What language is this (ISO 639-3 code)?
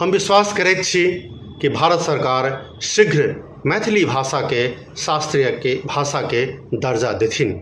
mai